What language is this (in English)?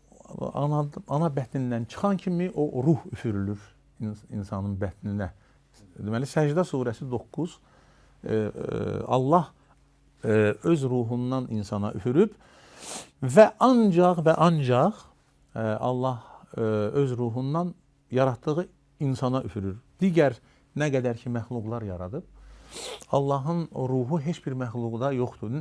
Azerbaijani